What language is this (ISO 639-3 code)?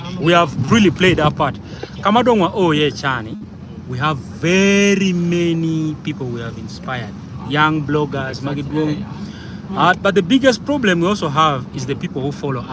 ach